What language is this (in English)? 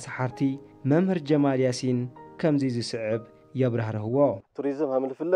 Tigrinya